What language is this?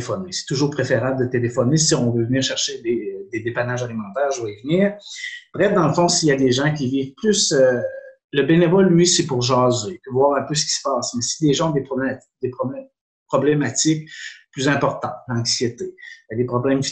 French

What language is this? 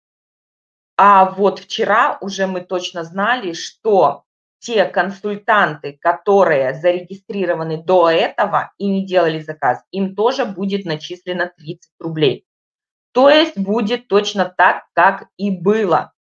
Russian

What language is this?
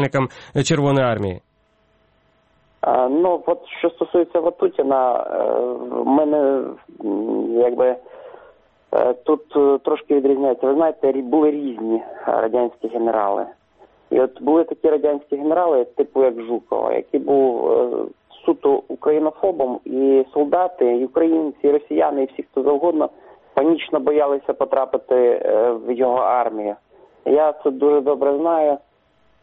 Ukrainian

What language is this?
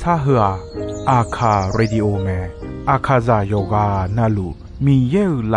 Akha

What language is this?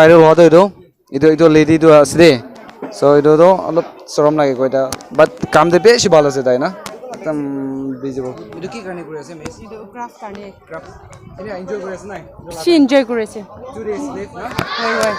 Naga Pidgin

